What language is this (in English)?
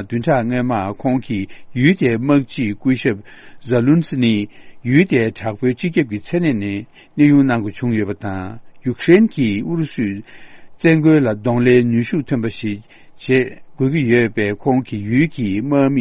Tibetan